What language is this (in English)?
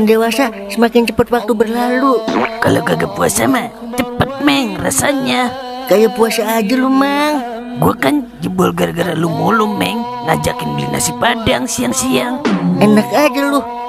Betawi